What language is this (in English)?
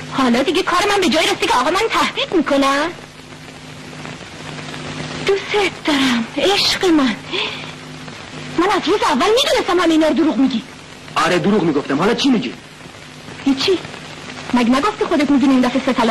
Persian